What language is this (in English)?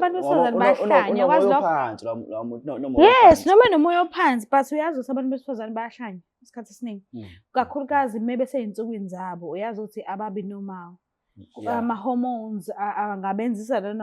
Zulu